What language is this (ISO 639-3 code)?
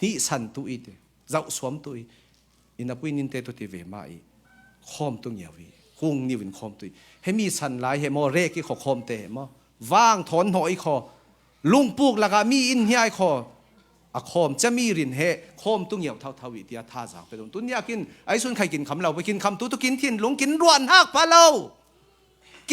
cfm